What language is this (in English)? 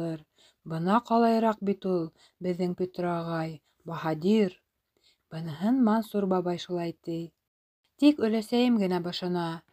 Bashkir